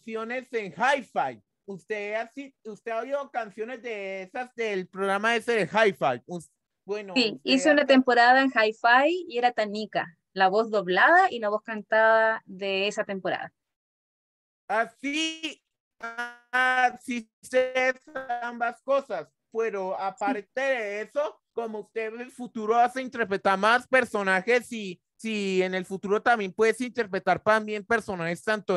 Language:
Spanish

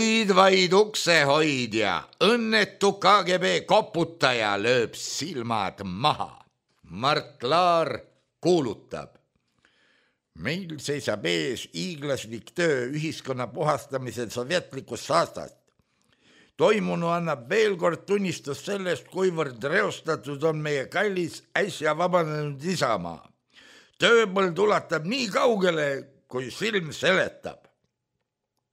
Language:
Estonian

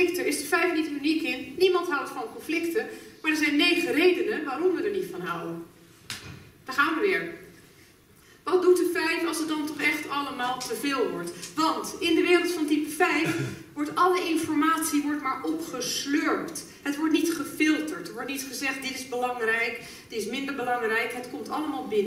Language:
Dutch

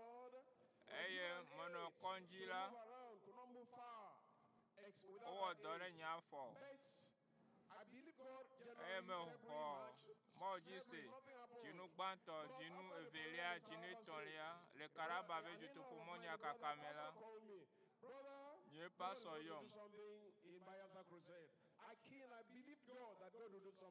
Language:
Ewe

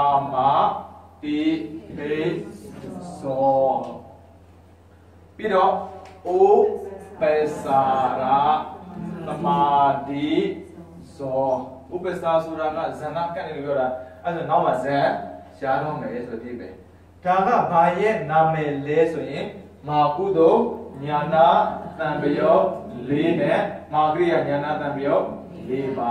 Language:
Burmese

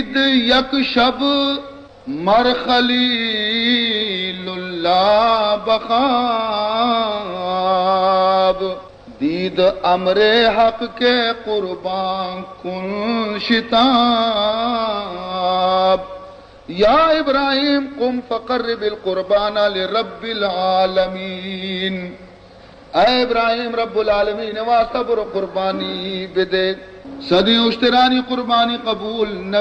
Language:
Baluchi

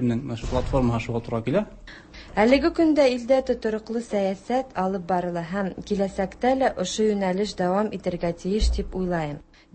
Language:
Tatar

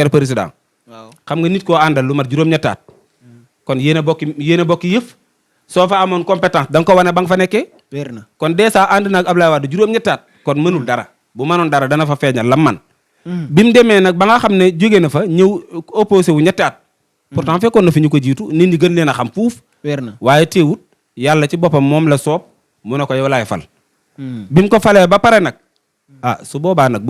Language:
Wolof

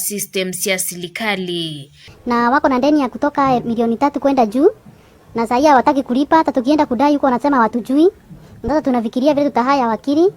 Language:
Kamba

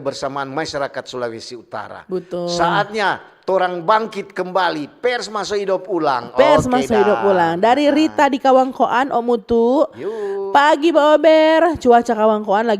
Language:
Manado Malay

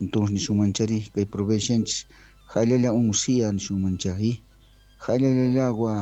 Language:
South Bolivian Quechua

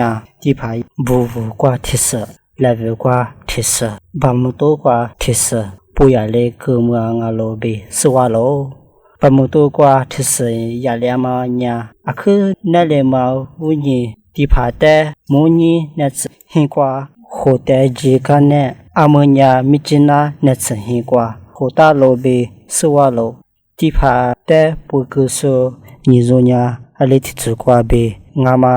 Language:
Lisu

